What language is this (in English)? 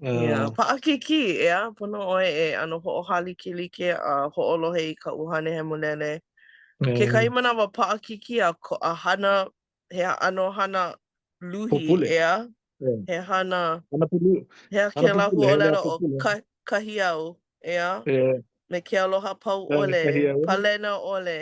Hawaiian